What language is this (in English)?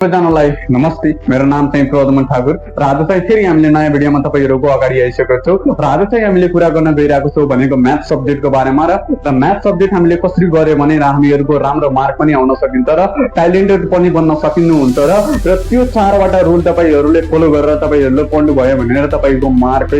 Nepali